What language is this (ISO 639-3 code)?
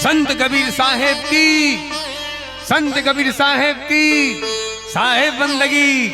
hne